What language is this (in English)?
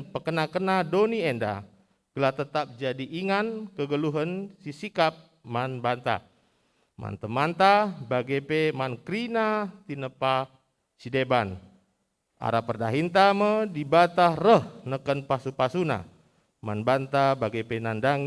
Batak Karo